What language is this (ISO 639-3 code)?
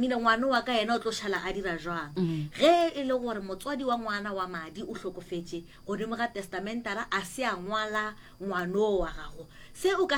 nso